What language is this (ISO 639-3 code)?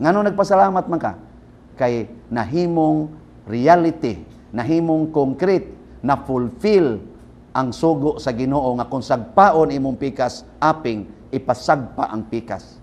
ceb